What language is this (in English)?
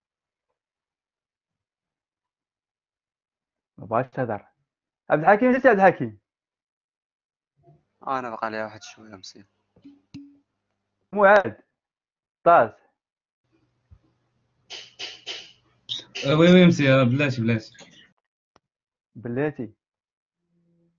Moroccan Arabic